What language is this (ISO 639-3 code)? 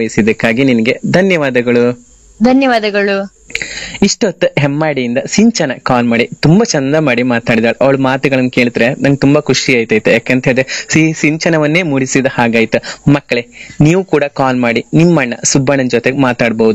kan